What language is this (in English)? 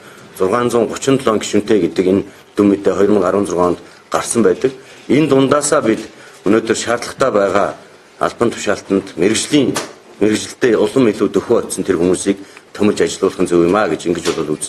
Mongolian